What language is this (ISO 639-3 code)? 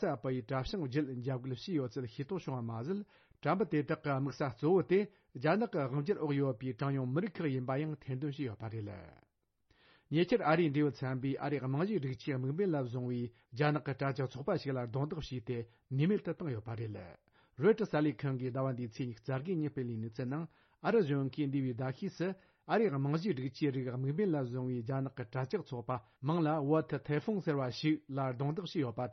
bod